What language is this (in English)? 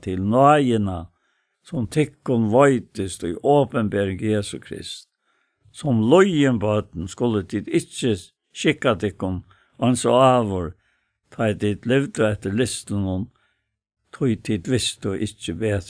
Faroese